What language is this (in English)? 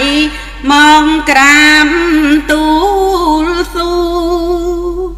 Khmer